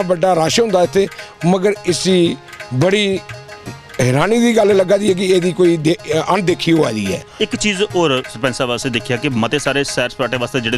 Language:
Dogri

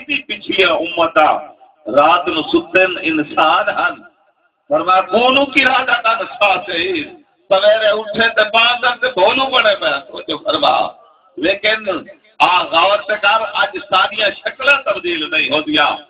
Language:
Saraiki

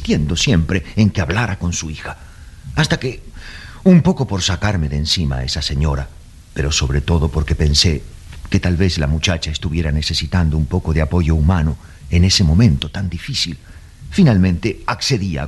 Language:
Spanish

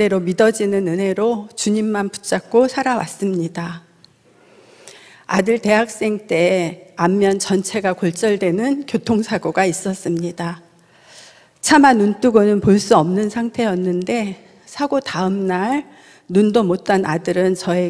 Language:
Korean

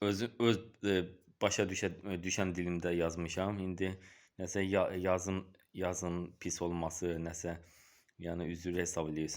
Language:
Azerbaijani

